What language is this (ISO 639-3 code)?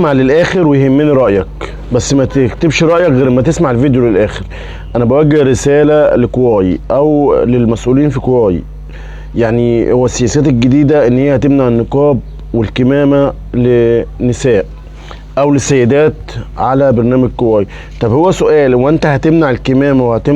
arz